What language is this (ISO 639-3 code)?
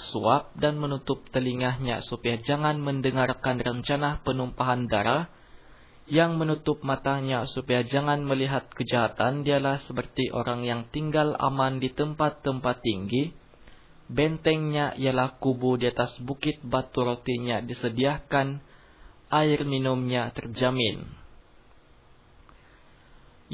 ind